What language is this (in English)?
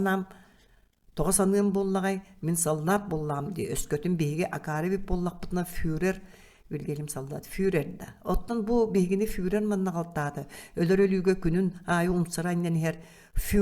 Yakut